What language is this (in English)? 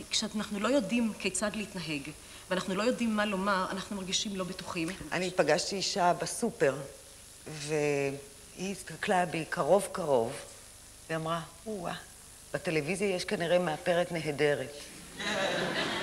Hebrew